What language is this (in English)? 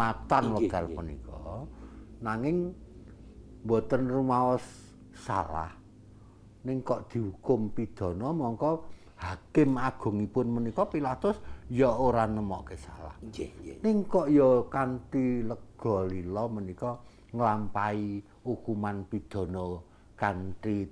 Javanese